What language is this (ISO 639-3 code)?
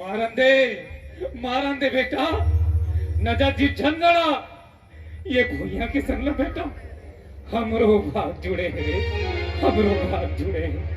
hne